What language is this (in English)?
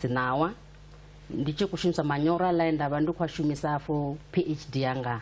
Venda